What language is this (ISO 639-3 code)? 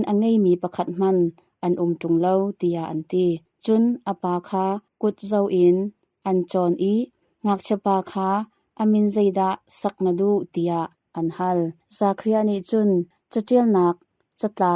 cnh